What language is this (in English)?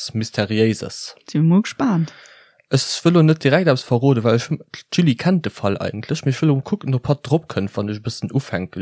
Luxembourgish